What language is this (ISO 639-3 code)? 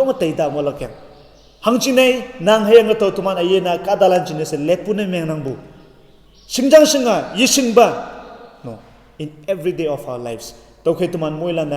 nbe